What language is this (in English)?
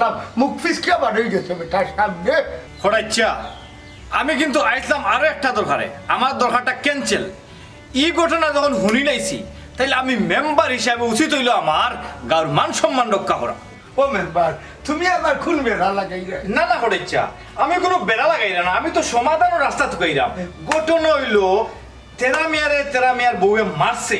Sylheti